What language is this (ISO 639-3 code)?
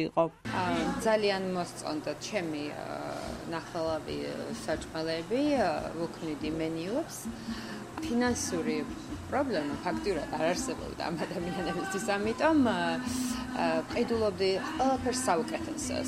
kat